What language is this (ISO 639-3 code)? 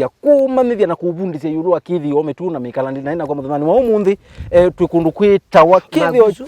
kam